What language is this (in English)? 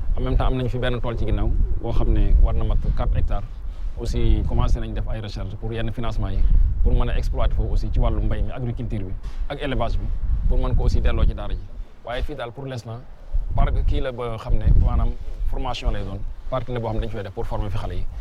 Wolof